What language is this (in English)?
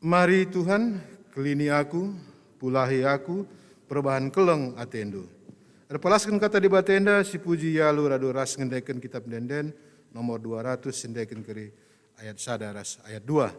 Batak Karo